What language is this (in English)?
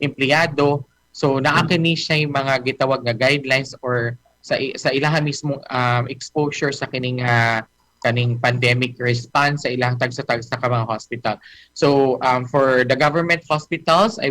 Cebuano